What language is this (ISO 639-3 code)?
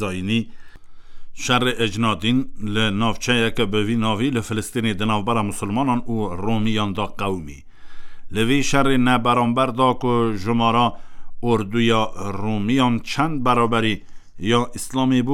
kur